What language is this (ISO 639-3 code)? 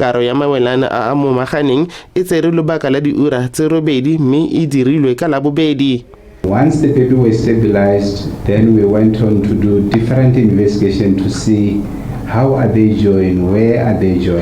tsn